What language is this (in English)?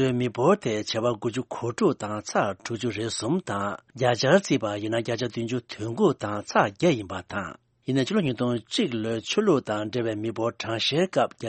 Tibetan